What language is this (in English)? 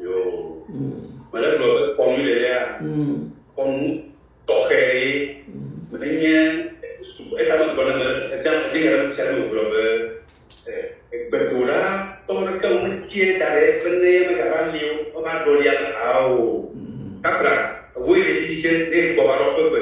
Ewe